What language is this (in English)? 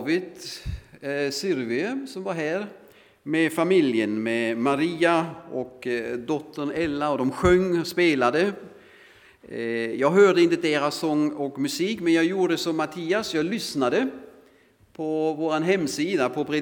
Swedish